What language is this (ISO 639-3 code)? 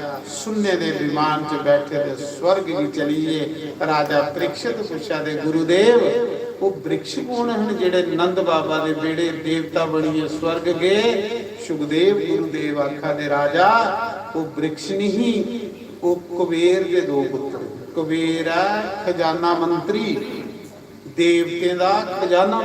doi